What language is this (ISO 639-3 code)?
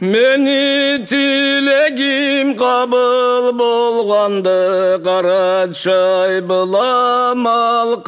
krc